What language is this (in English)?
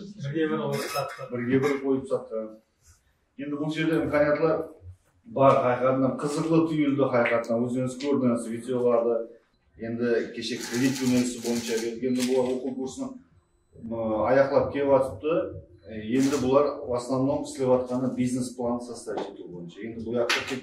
Kara-Kalpak